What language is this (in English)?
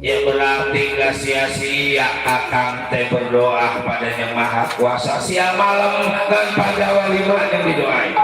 Betawi